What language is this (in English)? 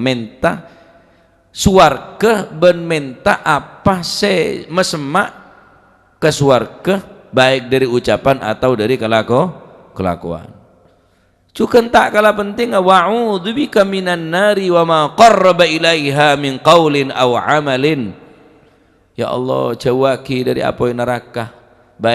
Madurese